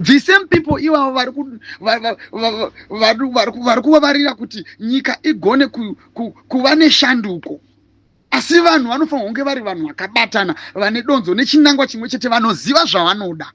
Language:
Shona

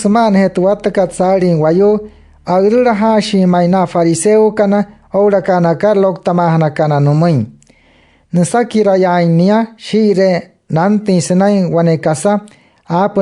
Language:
Wayuu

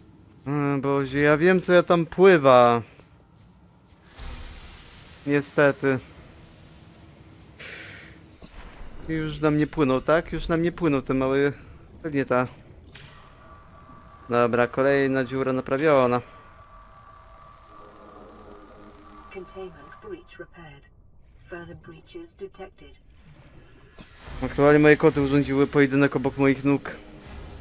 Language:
Polish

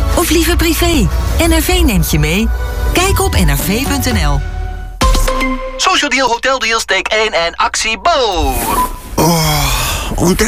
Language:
Dutch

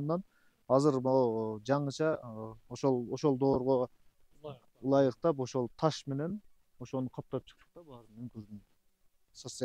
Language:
Kyrgyz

